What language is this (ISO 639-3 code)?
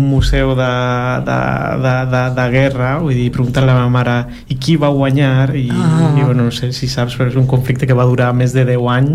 cat